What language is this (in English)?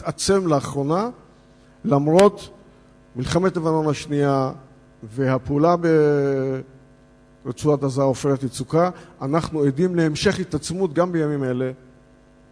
Hebrew